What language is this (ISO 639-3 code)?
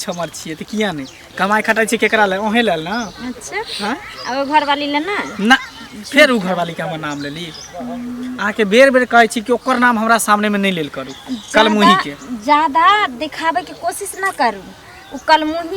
mai